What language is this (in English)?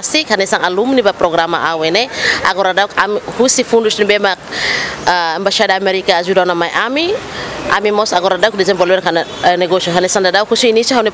Tetum